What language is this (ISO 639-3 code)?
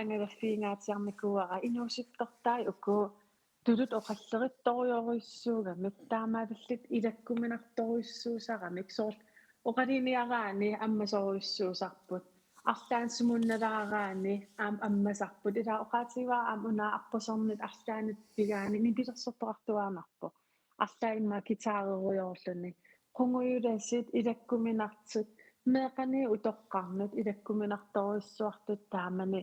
kal